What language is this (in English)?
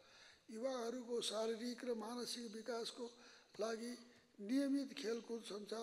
Nepali